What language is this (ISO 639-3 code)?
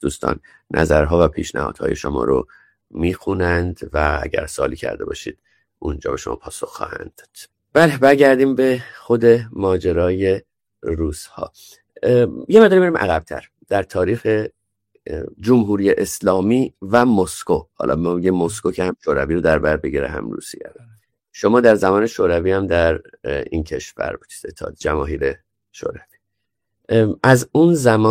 fas